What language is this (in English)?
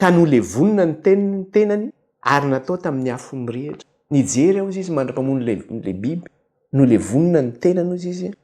Malagasy